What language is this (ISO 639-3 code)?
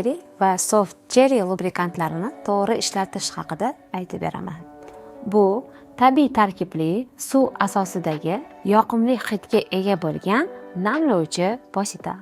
uzb